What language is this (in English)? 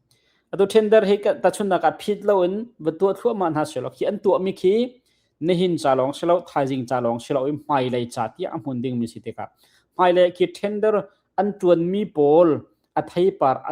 Hakha Chin